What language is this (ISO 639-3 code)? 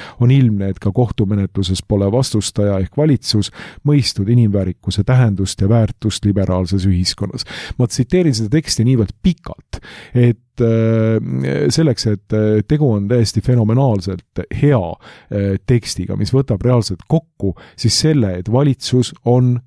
est